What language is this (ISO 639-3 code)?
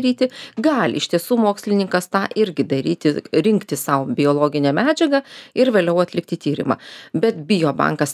lit